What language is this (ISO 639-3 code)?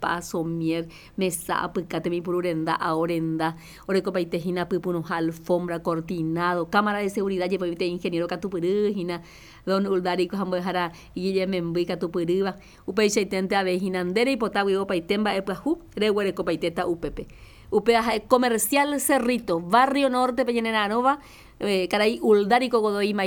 grn